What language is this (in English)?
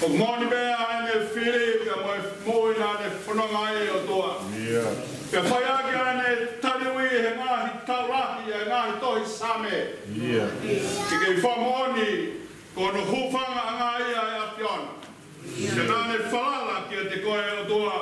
Tongan